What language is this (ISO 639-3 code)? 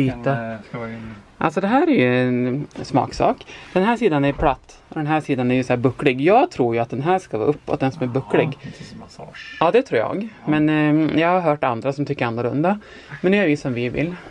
swe